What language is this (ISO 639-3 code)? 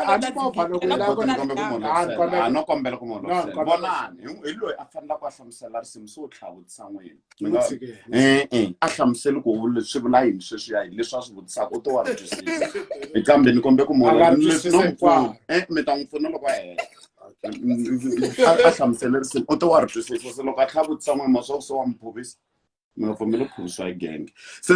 tso